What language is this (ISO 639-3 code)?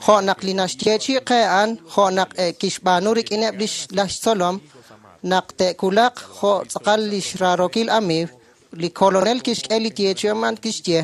kek